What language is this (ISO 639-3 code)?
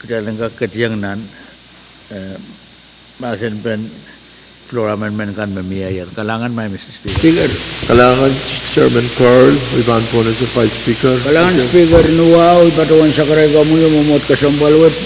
pon